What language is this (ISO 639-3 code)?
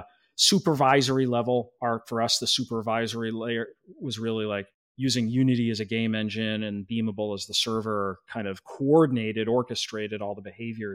eng